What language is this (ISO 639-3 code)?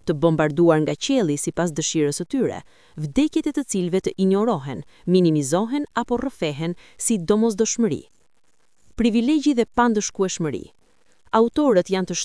sqi